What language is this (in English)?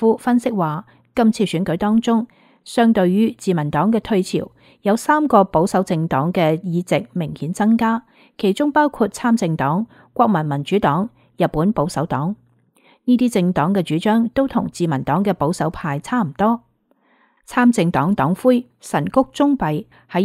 Cantonese